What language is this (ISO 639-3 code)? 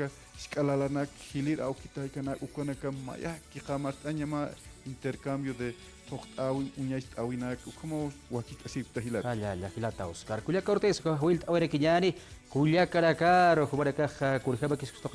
aym